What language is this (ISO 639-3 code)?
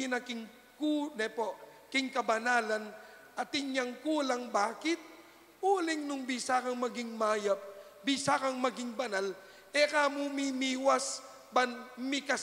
pam